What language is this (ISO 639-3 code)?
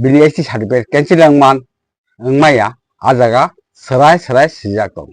trp